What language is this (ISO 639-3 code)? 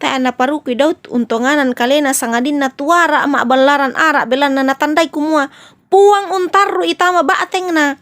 sda